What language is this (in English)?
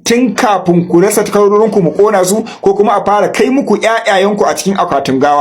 Hausa